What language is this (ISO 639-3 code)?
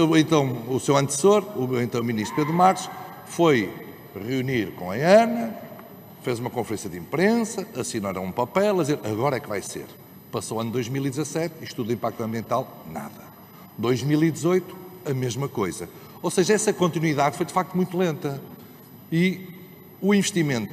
por